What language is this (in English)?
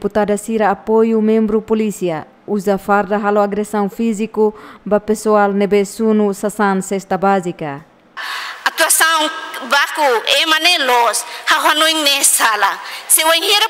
Tetum